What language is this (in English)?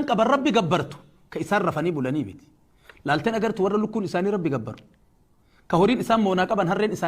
Oromo